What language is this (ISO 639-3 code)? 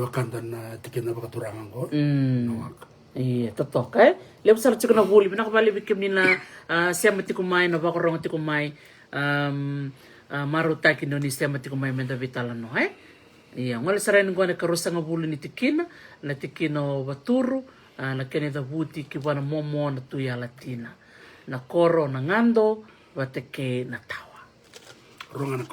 fij